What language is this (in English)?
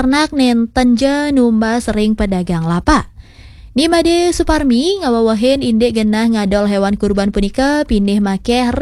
Balinese